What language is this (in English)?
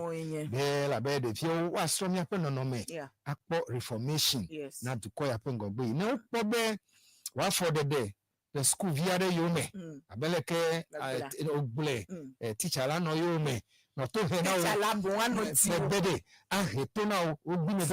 Ewe